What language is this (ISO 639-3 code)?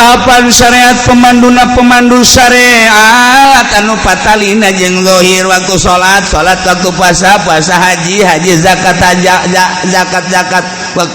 sun